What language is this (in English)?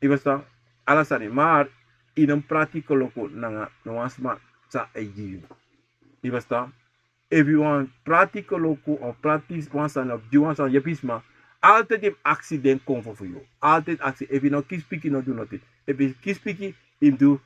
Sranan Tongo